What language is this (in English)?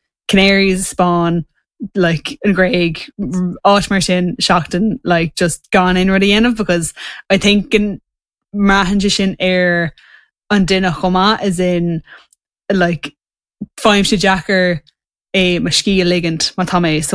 Irish